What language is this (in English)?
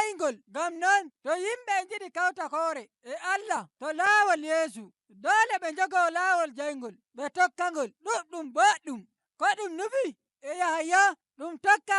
Nigerian Fulfulde